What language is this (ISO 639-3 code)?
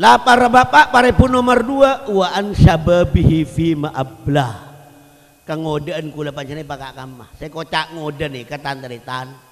mad